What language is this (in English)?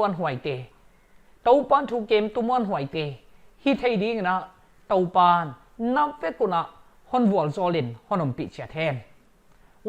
Paite Chin